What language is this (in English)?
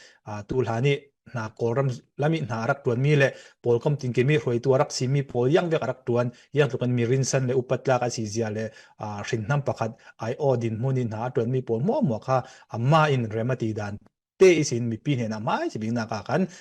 Falam Chin